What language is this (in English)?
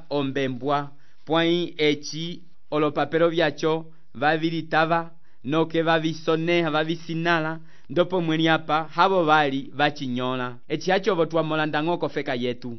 Umbundu